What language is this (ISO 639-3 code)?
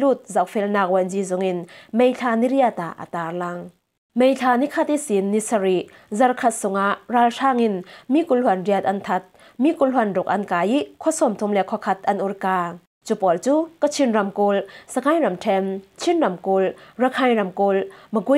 cfm